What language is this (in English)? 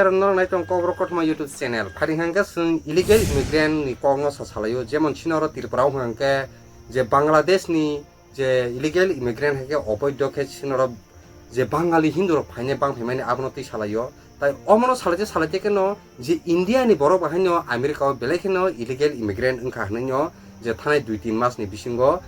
Kok Borok